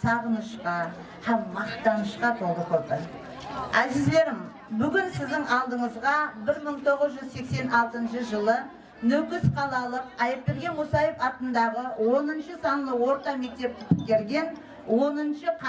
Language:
Kara-Kalpak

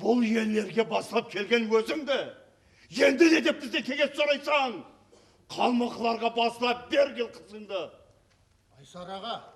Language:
Kara-Kalpak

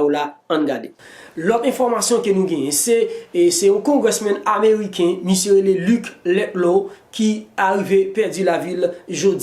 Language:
Haitian Creole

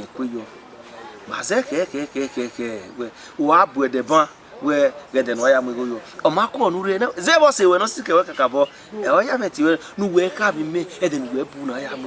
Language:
Bini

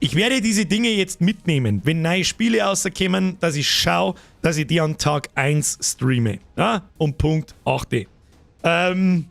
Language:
Bavarian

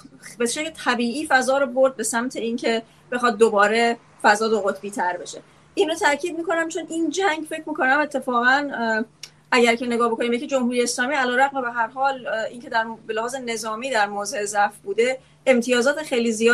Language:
Persian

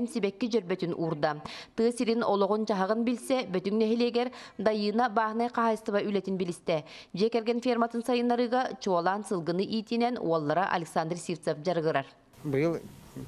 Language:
Yakut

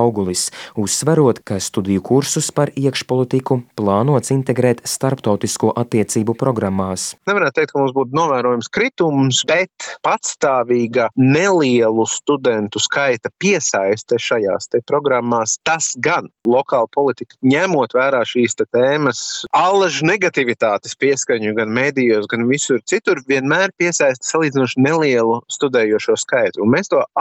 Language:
Latvian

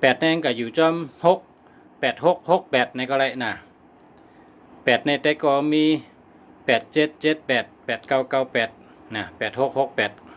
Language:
Shan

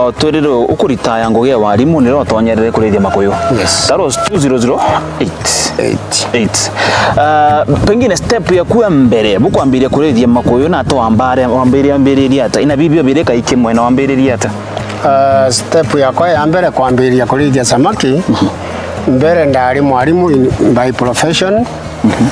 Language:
Meru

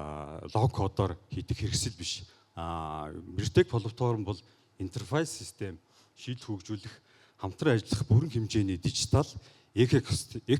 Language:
Mongolian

